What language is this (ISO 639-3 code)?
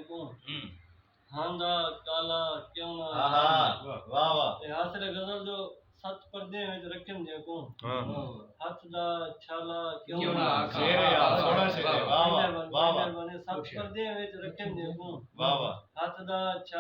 skr